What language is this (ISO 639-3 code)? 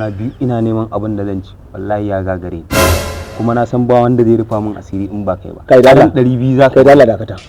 hau